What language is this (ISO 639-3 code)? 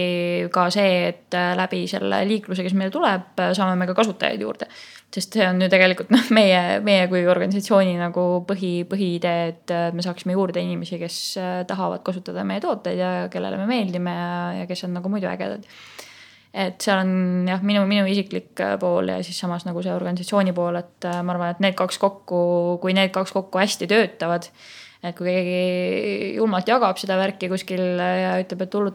est